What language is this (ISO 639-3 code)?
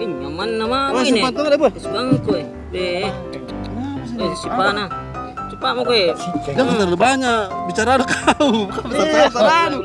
mfp